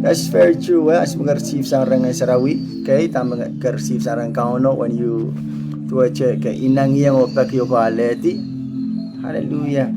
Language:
Pohnpeian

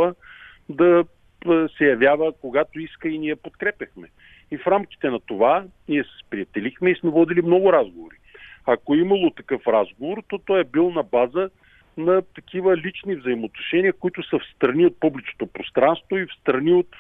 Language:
Bulgarian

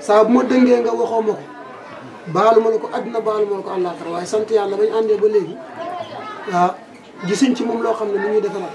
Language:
Wolof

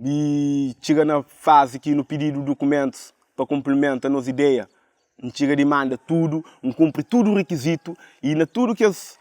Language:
Kabuverdianu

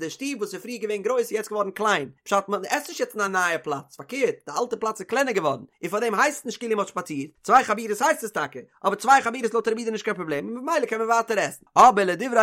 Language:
Yiddish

